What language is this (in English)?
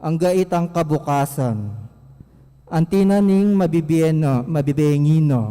Pampanga